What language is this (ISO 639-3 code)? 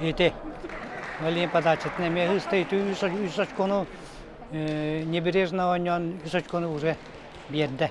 sah